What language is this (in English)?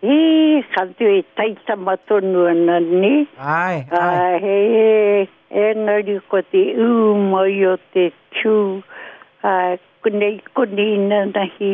Māori